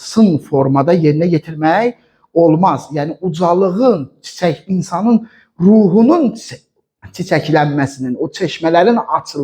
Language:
Azerbaijani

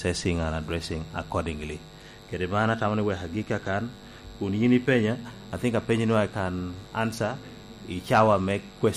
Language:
Lango (Uganda)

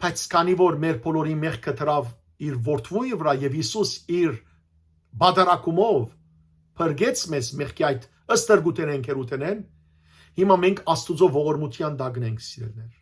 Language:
Western Armenian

